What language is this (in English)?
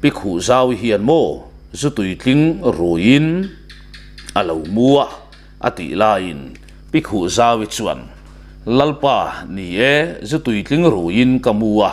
Mizo